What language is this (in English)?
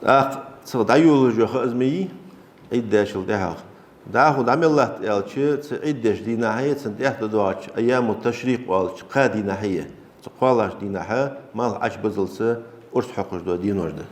Ingush